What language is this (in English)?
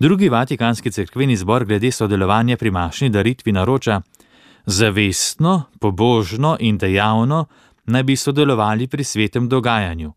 Slovenian